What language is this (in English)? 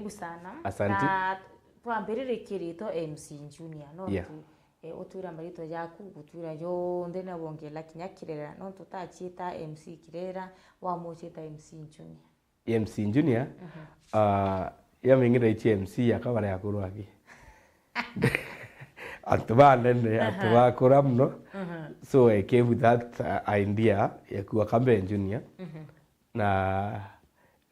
Meru